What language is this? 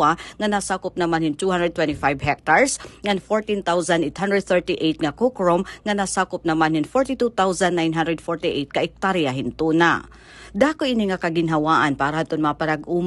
Waray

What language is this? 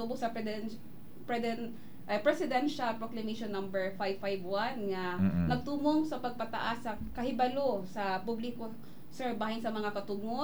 Cebuano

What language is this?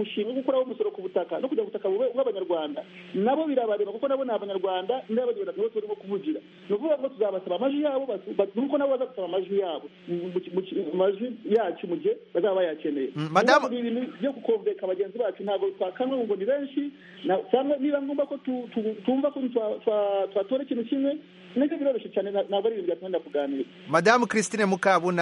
Kinyarwanda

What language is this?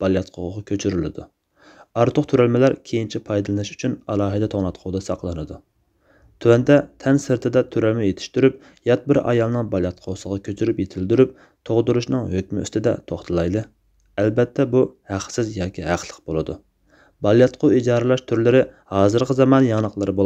Uyghur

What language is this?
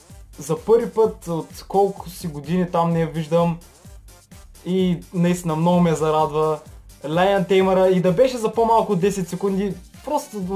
Bulgarian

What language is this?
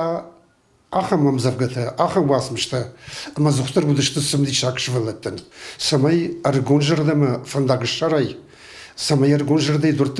Ossetic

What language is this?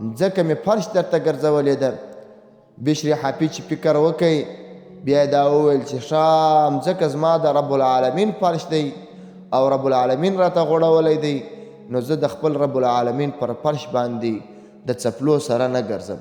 Pashto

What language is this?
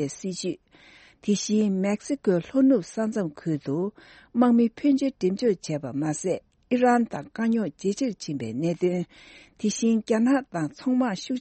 Tibetan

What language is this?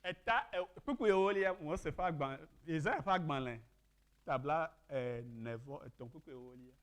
Ewe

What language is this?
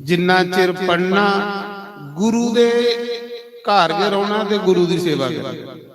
Dogri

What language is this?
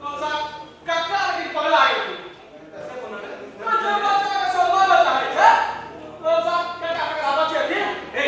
Maithili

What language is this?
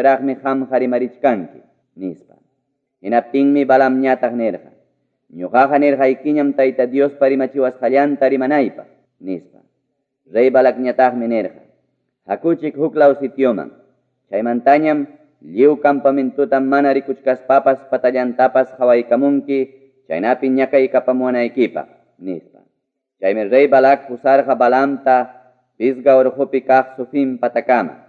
Ayacucho Quechua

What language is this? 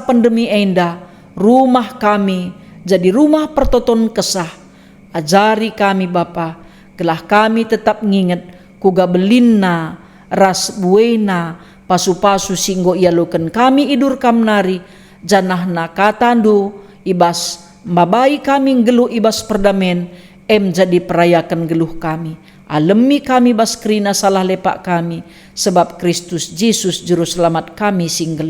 Batak Karo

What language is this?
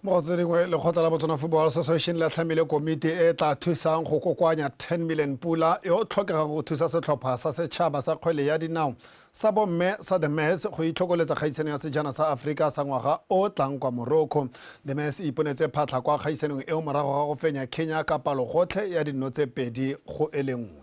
Tswana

